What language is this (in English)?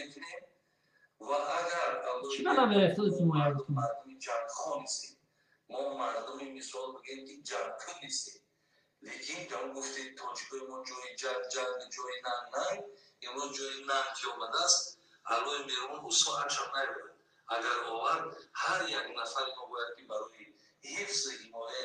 Tajik